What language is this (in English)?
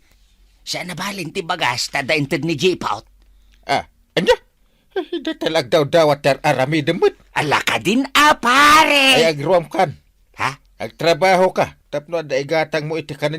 Iloko